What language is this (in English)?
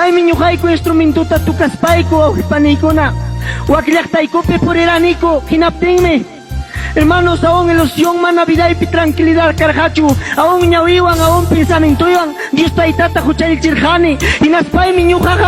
Ayacucho Quechua